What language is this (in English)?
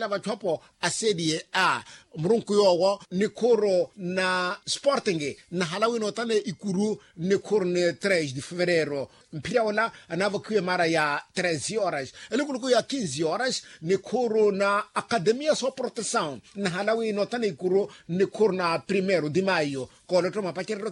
Makhuwa